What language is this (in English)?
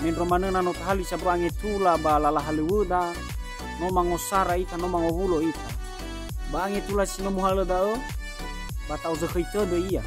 Nias